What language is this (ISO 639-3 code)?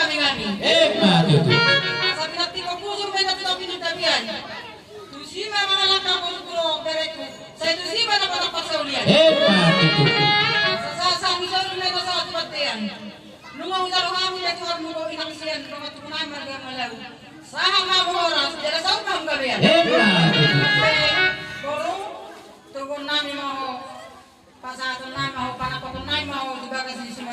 bbc